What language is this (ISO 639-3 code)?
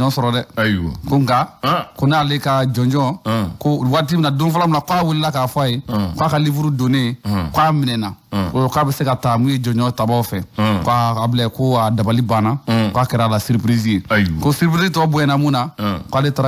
bam